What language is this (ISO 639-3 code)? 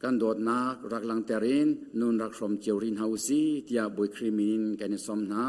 cnh